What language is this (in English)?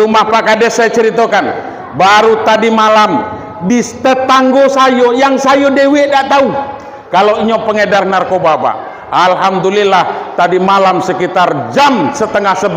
Minangkabau